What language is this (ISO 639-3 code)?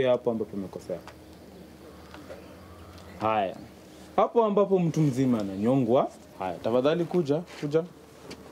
swa